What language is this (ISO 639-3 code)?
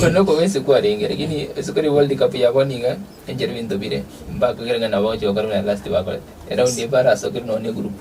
guz